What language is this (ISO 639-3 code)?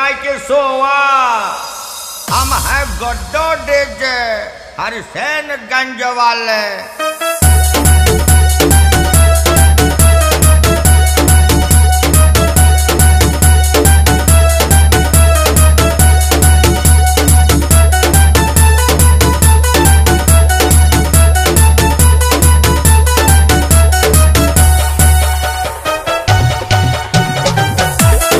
bho